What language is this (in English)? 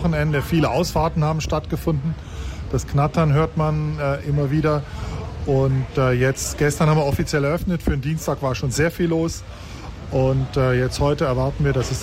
German